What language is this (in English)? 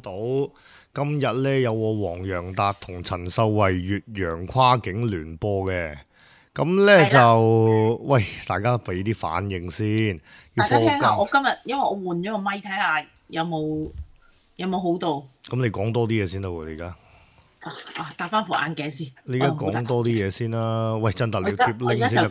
Cantonese